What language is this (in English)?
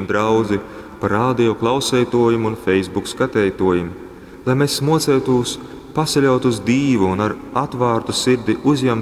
Latgalian